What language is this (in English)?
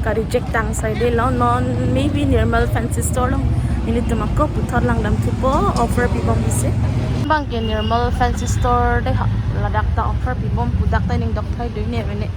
Karbi